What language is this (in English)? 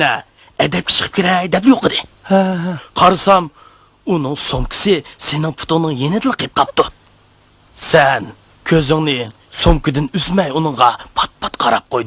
Uyghur